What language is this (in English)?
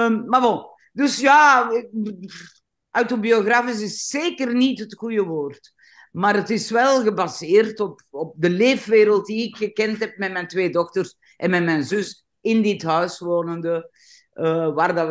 Dutch